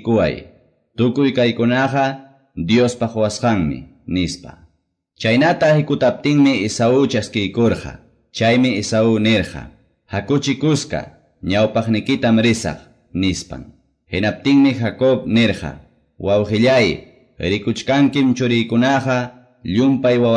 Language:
Quechua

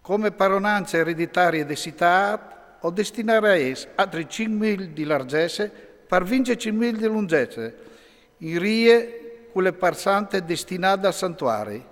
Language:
Friulian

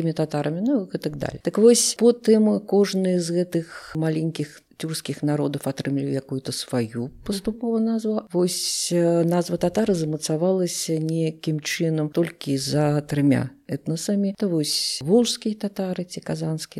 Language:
Belarusian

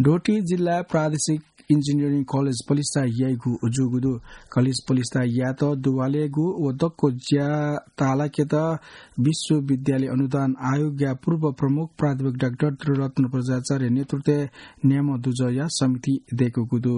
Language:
Newari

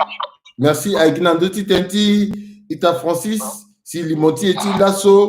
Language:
Sango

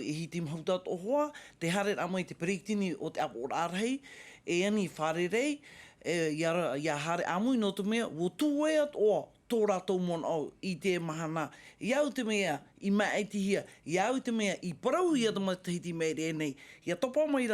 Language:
Tahitian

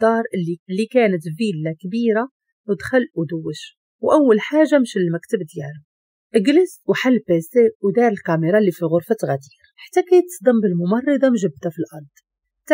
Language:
Moroccan Arabic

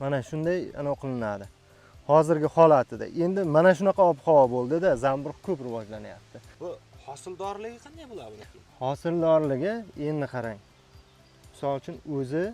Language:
Uzbek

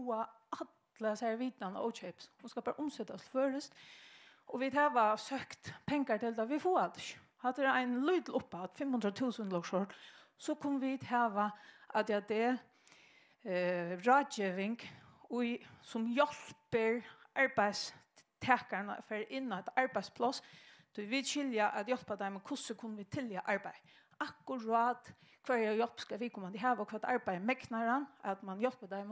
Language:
Faroese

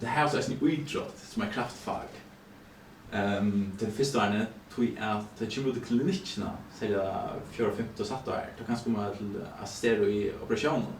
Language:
Faroese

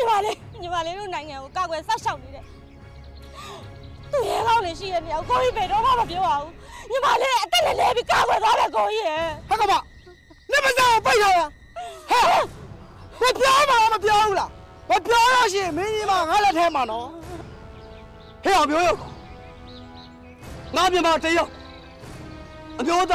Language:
Burmese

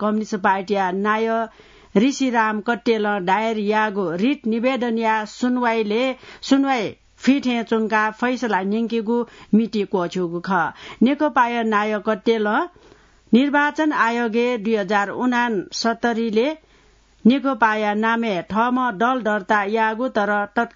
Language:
Newari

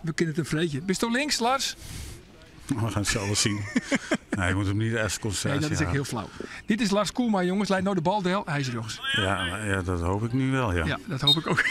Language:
Western Frisian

